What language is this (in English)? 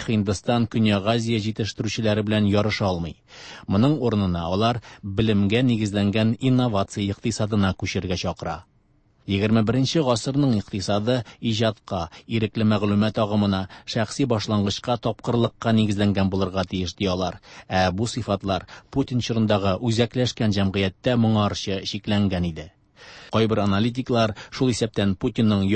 Tatar